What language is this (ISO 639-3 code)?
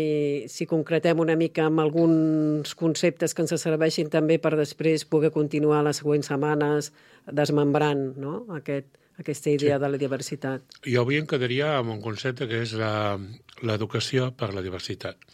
cat